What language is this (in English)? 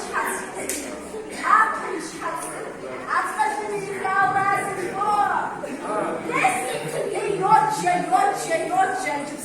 Kabardian